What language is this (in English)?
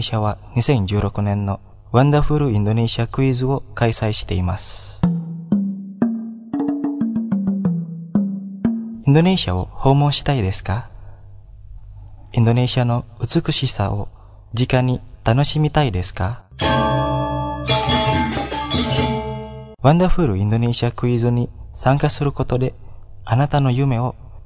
Japanese